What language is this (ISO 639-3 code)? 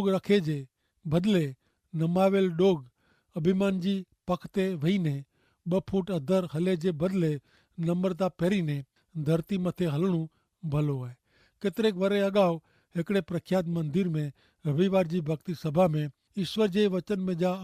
kfr